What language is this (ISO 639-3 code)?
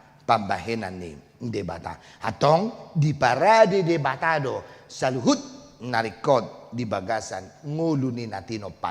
bbc